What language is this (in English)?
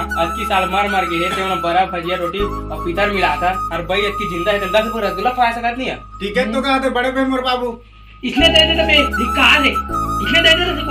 Chhattisgarhi